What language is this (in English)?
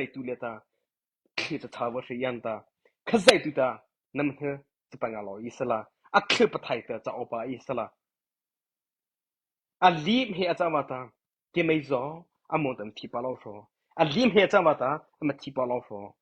Mara Chin